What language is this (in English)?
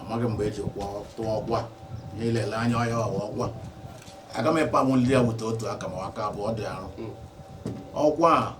Igbo